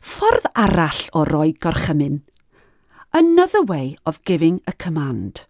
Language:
Welsh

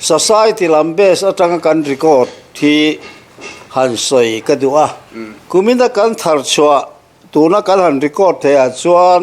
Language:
Mizo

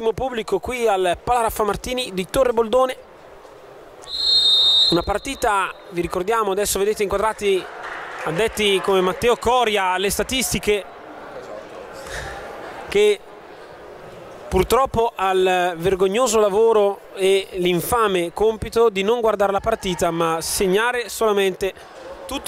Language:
Italian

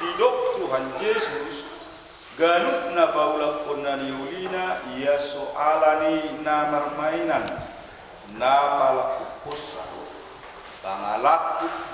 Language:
Batak Toba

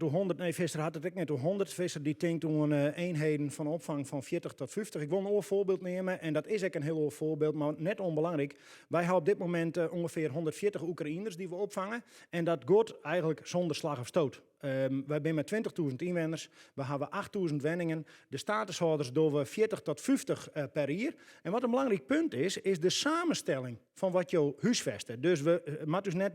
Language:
Western Frisian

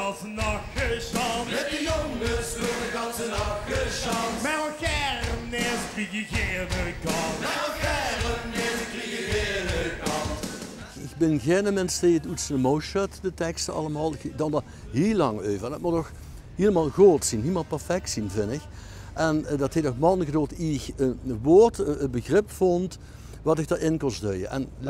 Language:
Limburgish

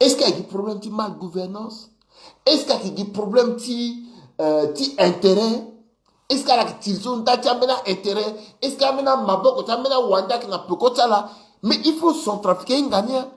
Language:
Sango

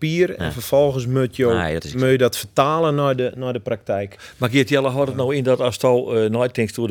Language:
Western Frisian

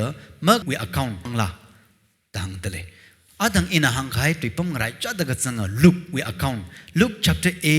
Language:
Tangkhul Naga (India)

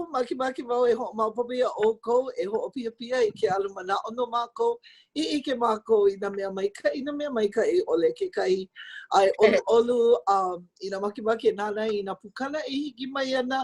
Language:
Hawaiian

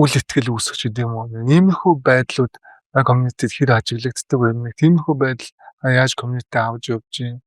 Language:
Mongolian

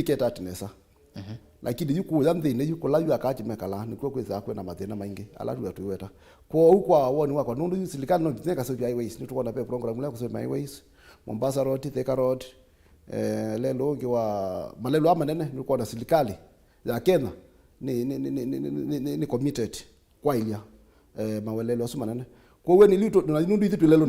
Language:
Kamba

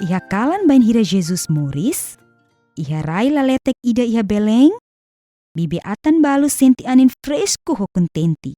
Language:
Tetum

